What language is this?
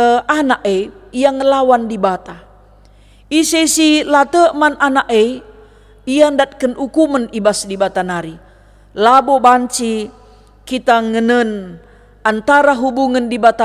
Batak Karo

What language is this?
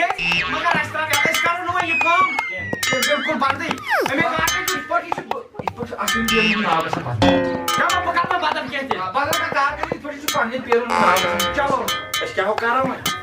Kashmiri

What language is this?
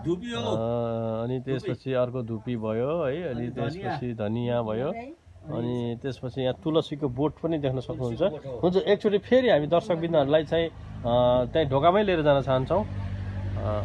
Nepali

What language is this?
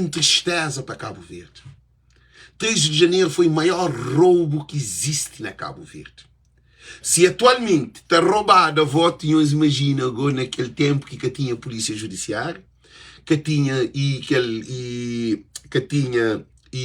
Kabuverdianu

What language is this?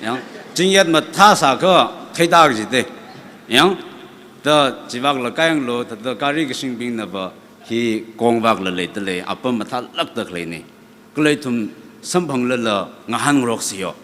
Tangkhul Naga (India)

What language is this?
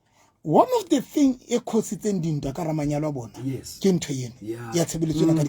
Southern Sotho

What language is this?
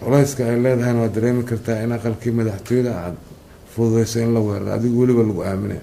Somali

